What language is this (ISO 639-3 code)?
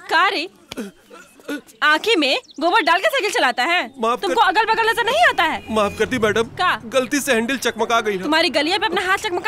bho